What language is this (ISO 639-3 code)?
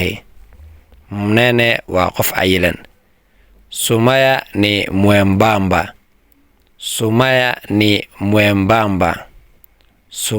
som